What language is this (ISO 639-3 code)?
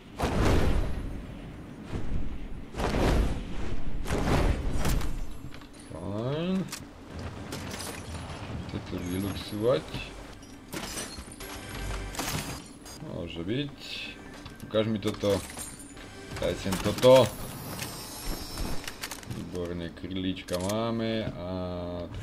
slk